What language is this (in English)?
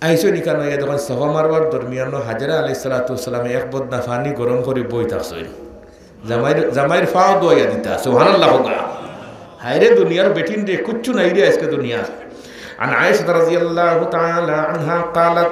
Sylheti